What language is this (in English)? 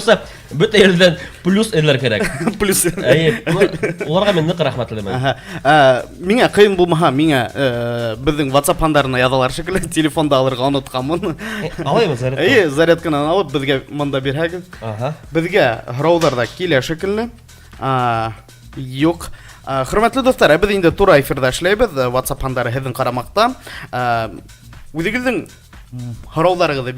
Bashkir